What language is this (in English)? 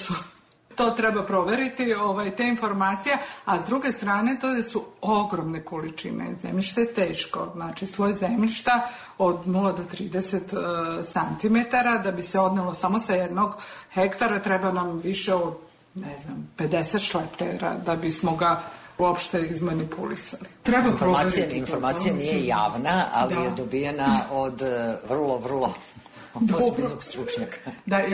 Serbian